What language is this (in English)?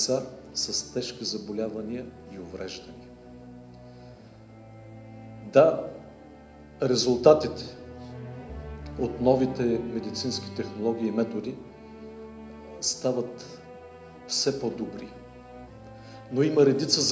Bulgarian